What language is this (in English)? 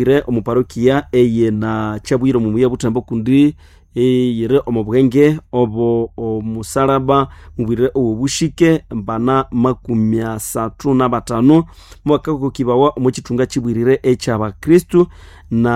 Nande